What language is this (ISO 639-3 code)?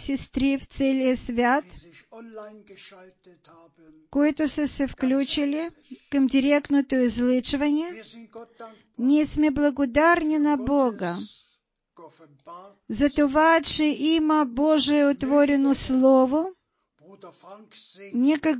bul